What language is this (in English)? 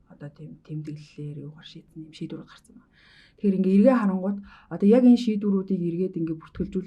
Mongolian